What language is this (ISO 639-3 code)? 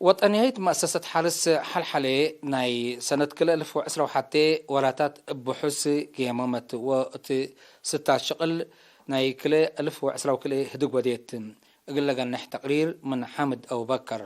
tig